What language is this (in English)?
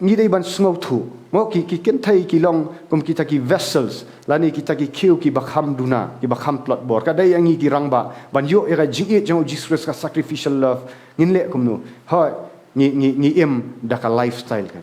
Khasi